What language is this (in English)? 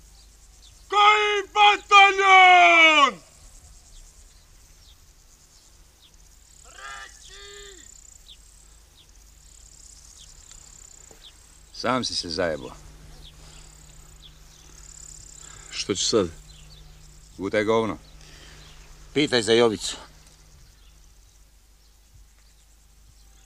Croatian